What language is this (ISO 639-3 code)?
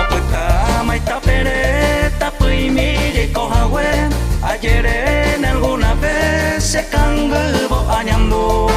grn